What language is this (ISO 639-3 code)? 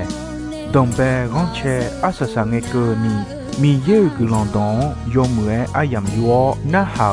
ahk